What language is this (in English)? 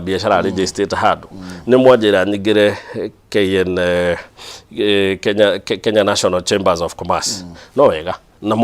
Kikuyu